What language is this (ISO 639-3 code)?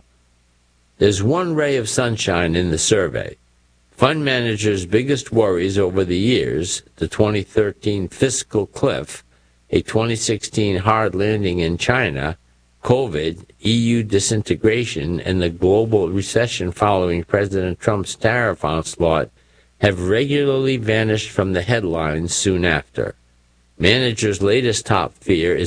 eng